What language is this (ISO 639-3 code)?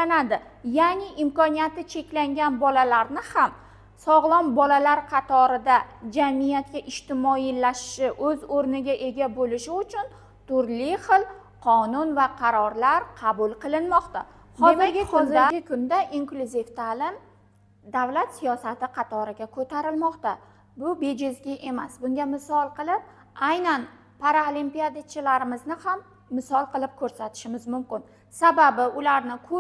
uzb